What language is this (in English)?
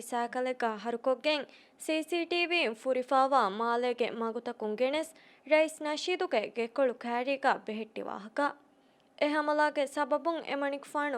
Divehi